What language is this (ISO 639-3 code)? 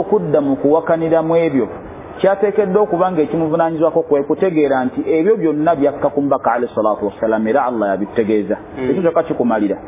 lug